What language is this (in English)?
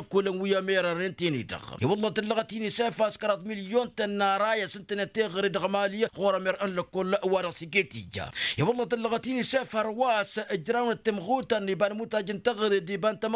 Tamasheq